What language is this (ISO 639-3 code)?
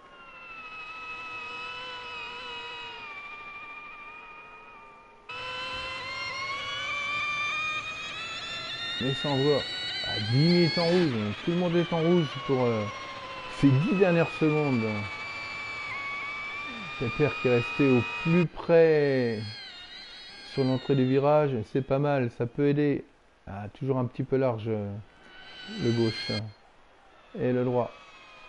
fra